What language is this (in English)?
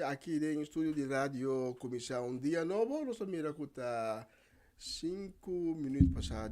Papiamento